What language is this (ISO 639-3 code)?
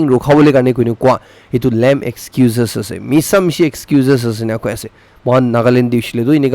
nag